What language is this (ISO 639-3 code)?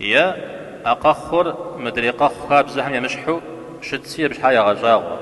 kbd